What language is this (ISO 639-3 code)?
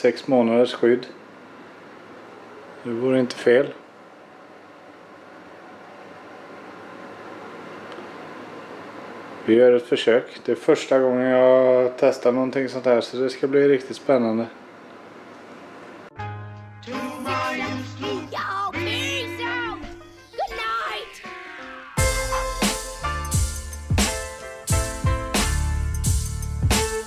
swe